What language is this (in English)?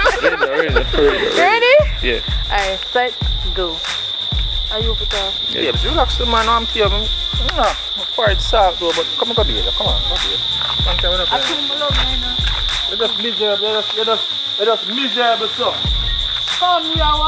Jamaican Creole English